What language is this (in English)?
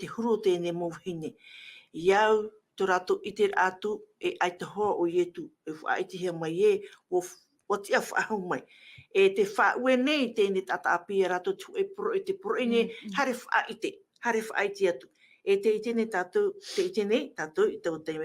Tahitian